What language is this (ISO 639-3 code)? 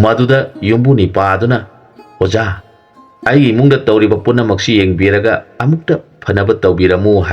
mni